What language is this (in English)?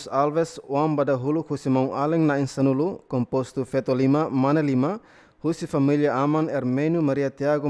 Tetum